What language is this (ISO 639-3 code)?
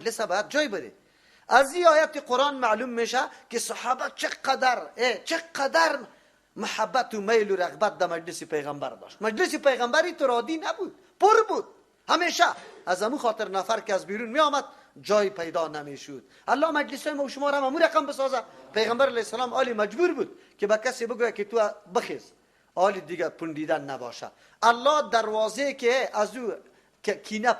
fas